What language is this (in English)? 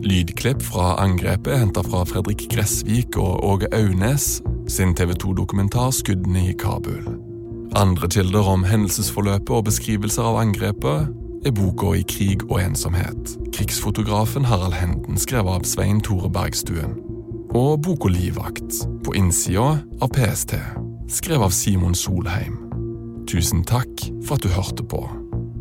Norwegian